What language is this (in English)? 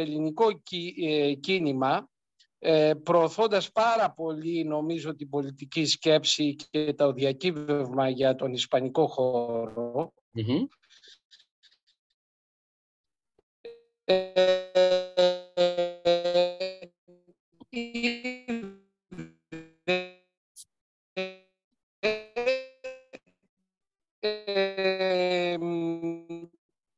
Greek